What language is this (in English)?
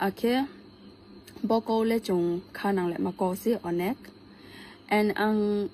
Kok Borok